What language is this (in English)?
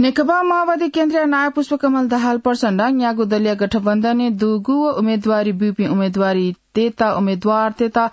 Newari